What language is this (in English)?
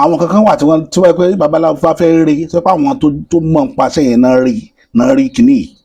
Yoruba